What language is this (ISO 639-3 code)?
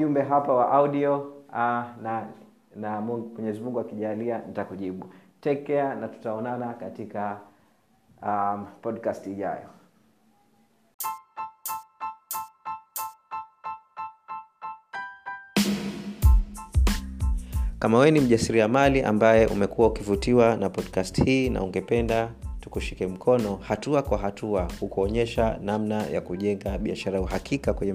swa